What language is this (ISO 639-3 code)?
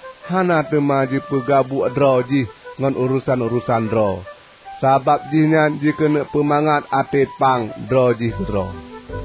ace